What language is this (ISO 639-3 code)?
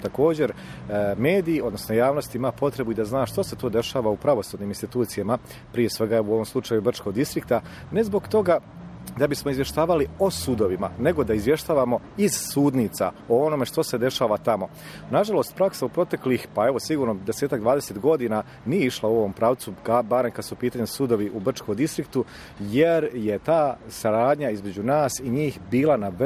bos